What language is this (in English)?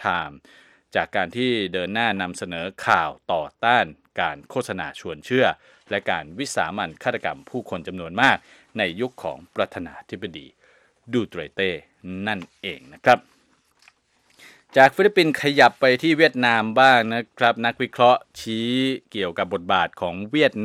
Thai